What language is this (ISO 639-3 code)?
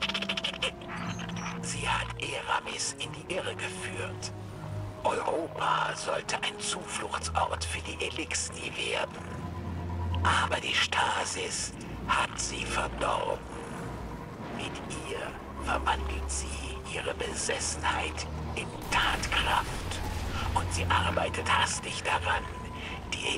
deu